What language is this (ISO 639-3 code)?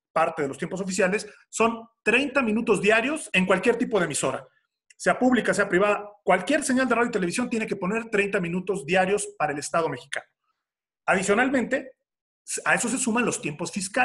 spa